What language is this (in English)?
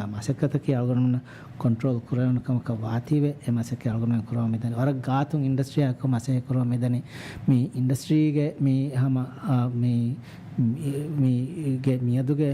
Divehi